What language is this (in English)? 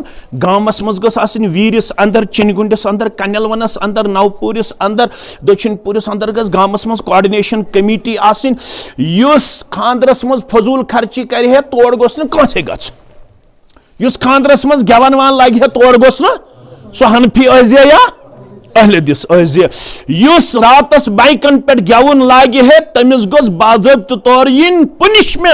Kashmiri